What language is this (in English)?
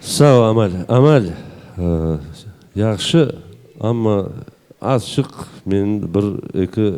Crimean Tatar